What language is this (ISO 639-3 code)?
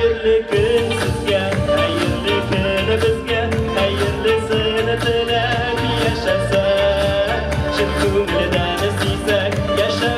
tat